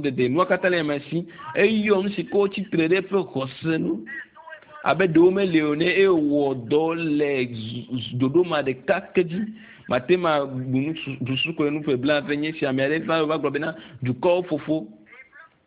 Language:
Ewe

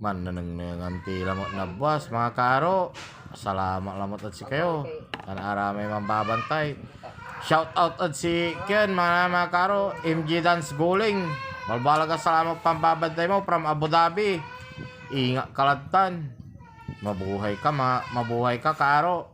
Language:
Pangasinan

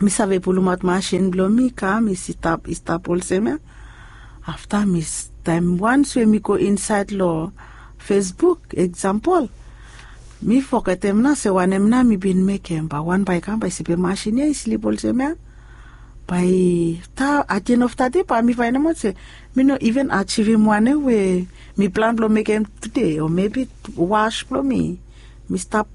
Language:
Bislama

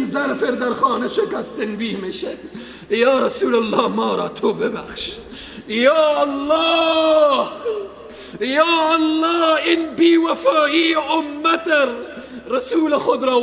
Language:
Persian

